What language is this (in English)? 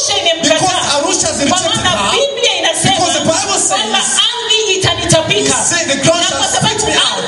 Swahili